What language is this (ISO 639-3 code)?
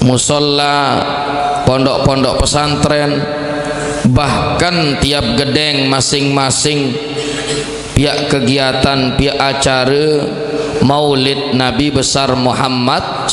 sas